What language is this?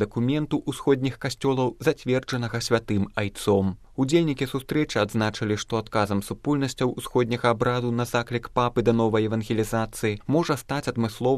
Belarusian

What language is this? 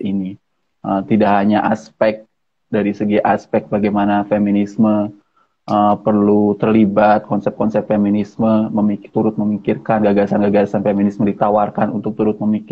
Indonesian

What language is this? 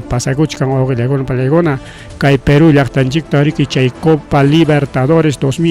Ayacucho Quechua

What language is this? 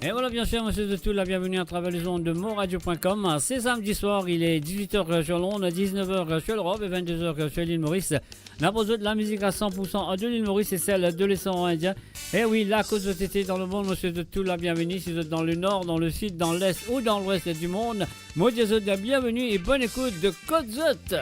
Morisyen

